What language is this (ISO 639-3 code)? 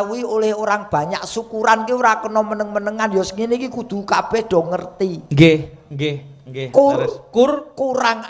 jav